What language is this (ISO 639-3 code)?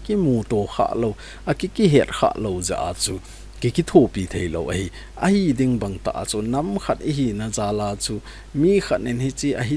tcz